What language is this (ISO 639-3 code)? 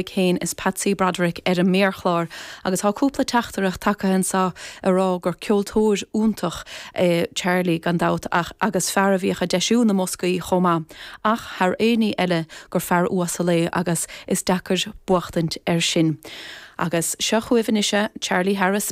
gle